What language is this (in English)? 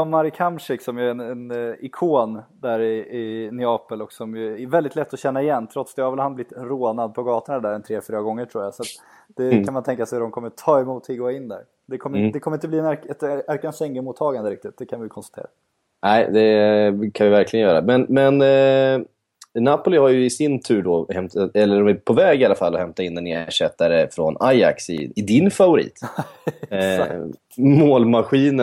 Swedish